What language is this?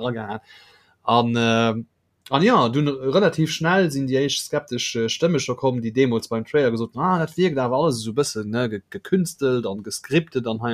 Luxembourgish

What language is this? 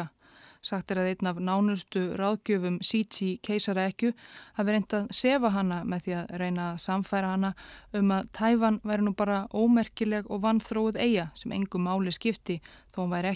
Icelandic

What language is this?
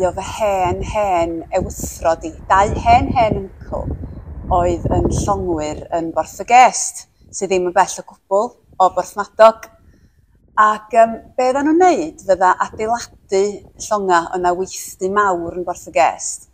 Welsh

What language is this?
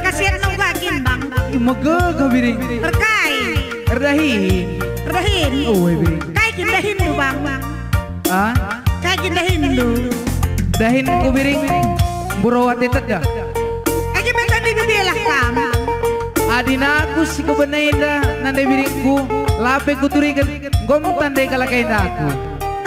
Batak Karo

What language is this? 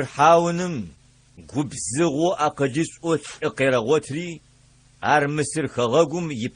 Adyghe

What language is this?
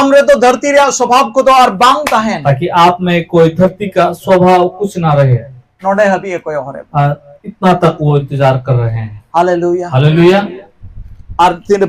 Santali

